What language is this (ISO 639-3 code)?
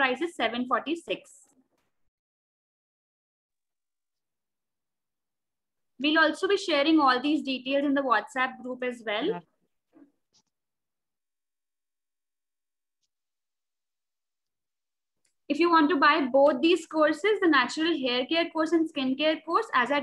eng